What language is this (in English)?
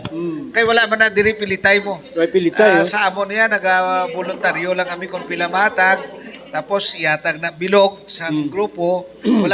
Hiligaynon